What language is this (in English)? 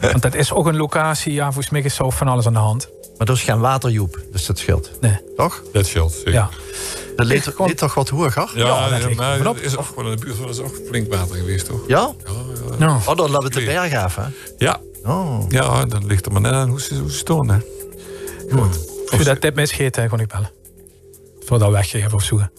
Limburgish